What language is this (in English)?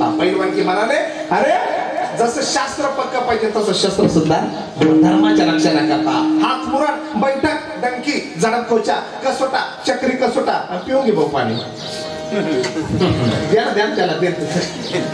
Marathi